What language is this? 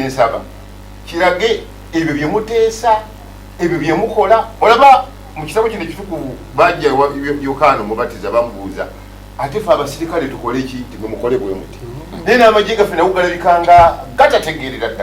Ganda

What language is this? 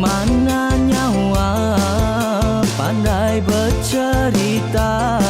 Iban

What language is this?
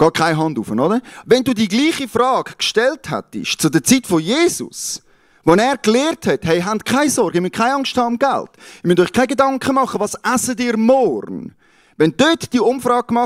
Swiss German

